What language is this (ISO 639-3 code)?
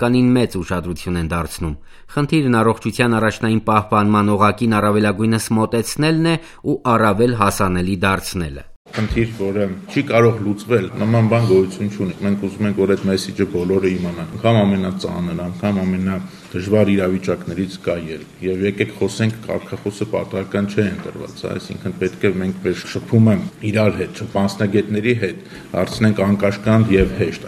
hye